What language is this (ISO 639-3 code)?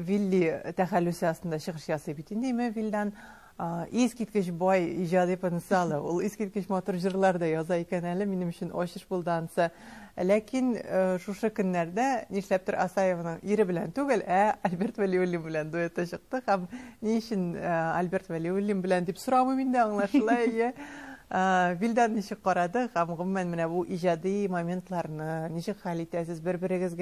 tat